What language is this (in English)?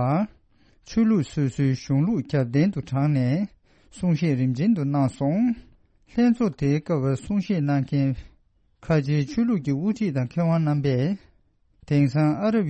Tibetan